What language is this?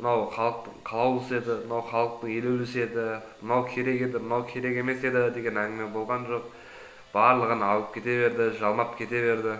Kazakh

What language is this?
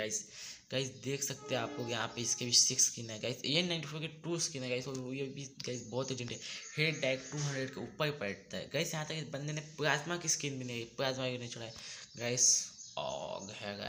Hindi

